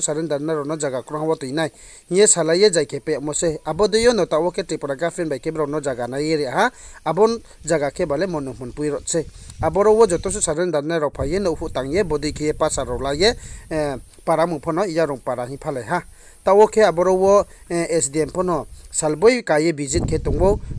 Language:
Riang (India)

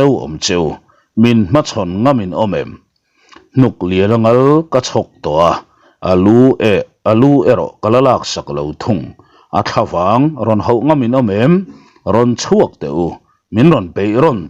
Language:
Mizo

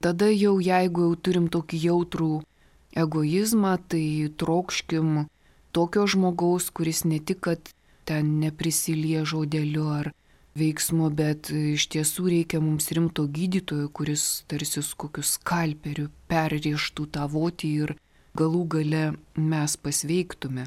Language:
Lithuanian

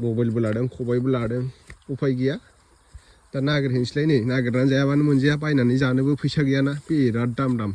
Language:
Bodo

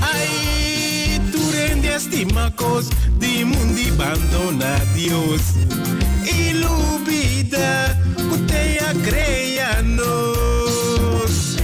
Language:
Papiamento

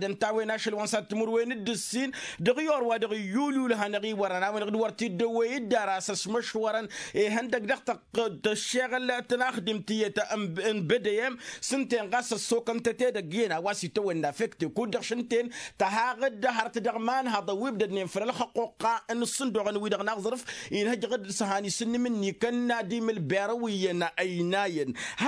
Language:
Tamasheq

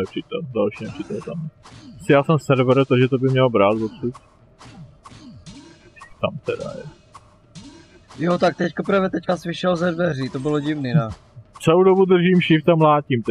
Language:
Czech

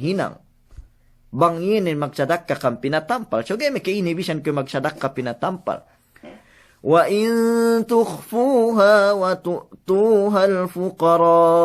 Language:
Yakan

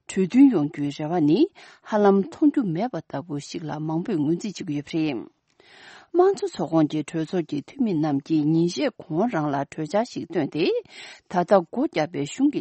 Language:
Tibetan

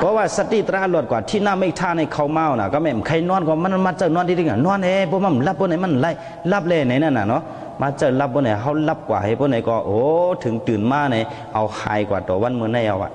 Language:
Shan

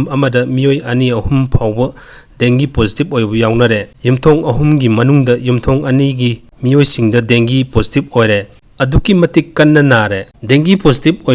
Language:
Manipuri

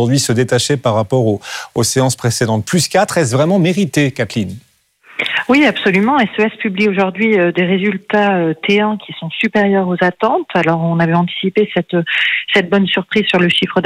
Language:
French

